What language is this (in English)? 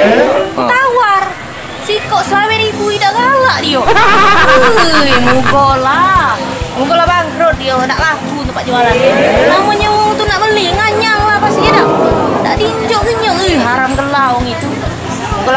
Musi